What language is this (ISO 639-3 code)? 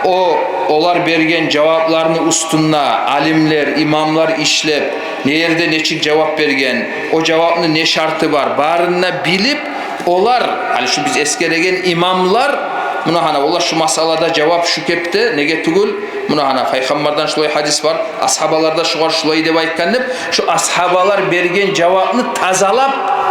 kum